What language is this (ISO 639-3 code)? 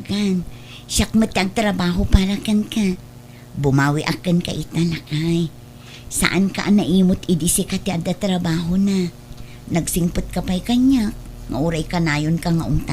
ilo